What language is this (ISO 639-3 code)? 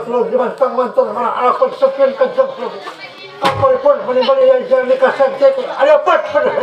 bjn